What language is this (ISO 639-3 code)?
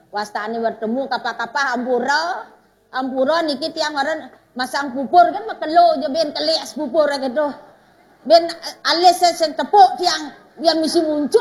ban